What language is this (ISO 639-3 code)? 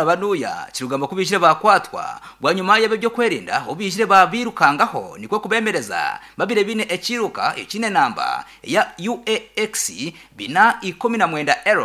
nyn